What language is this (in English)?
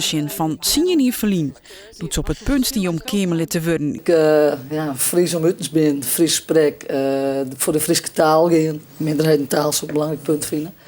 Western Frisian